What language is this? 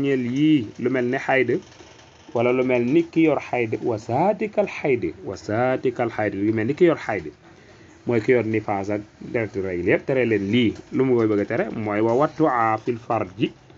Wolof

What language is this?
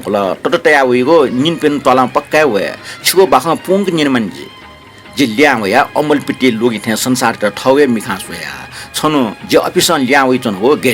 Newari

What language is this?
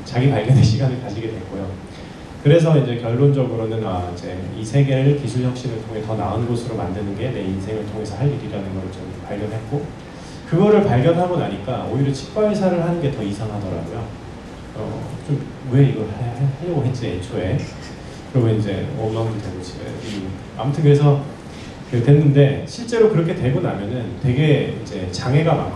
Korean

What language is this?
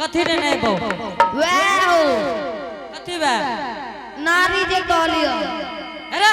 Angika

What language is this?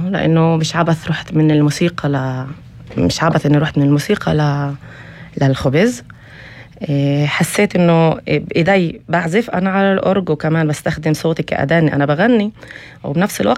North Levantine Arabic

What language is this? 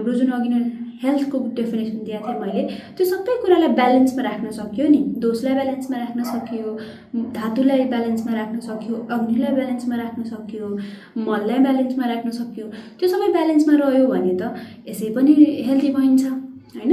Nepali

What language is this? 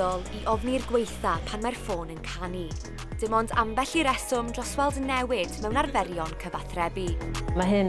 Welsh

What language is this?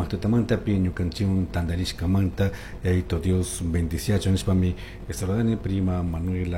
Chimborazo Highland Quichua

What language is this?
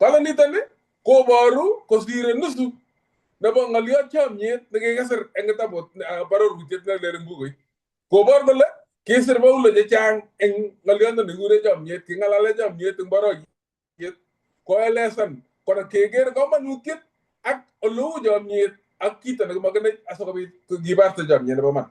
Kalenjin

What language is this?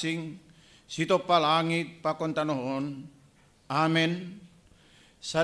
Batak Simalungun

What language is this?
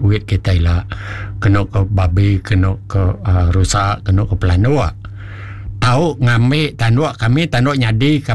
Iban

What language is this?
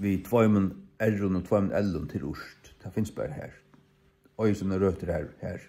Faroese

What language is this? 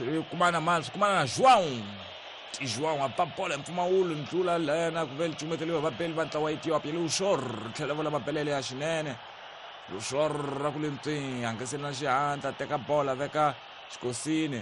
Tsonga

